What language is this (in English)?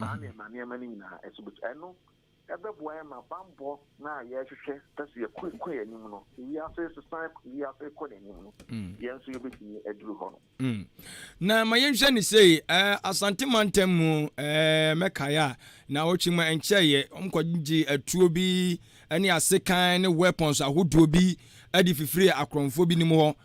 Akan